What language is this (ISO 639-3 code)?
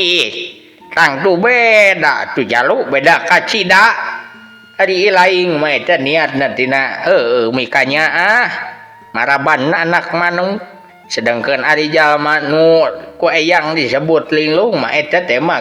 sun